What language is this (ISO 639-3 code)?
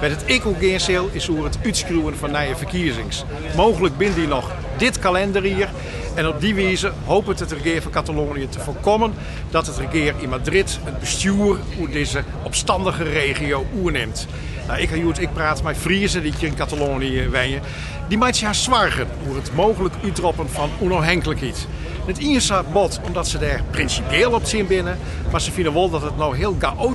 fry